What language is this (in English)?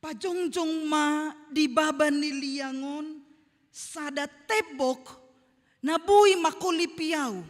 Batak Toba